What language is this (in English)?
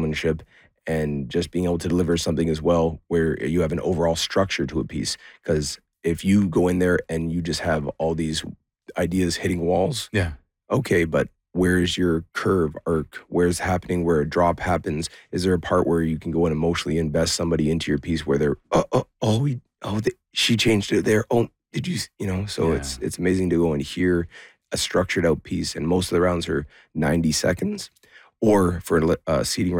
English